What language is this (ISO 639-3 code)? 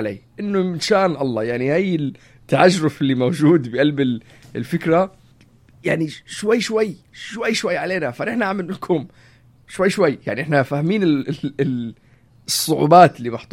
apc